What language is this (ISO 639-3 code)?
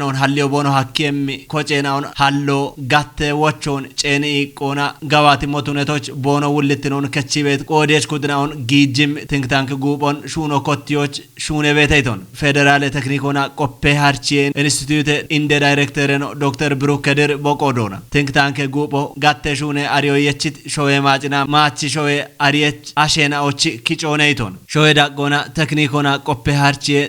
kbr